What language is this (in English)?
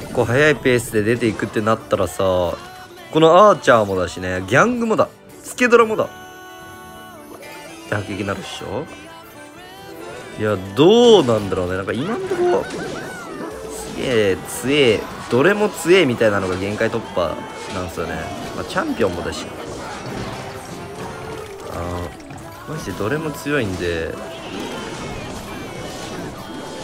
Japanese